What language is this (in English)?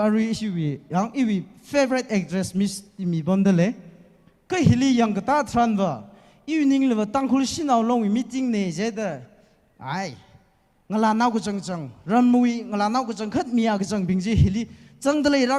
Tangkhul Naga (India)